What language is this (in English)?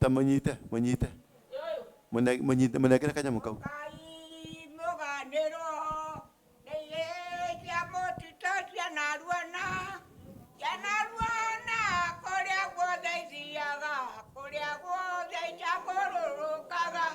Kikuyu